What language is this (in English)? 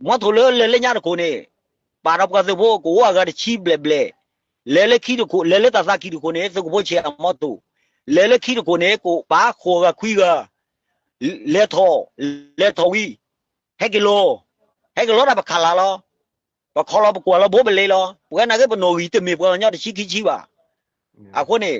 S'gaw Karen